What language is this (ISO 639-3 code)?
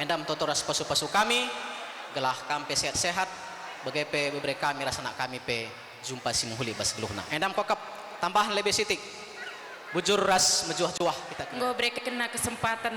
btx